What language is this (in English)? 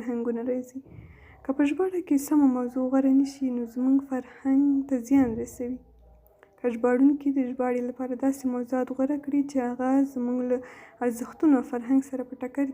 Pashto